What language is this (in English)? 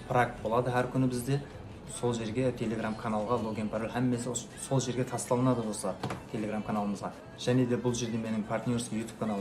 Kara-Kalpak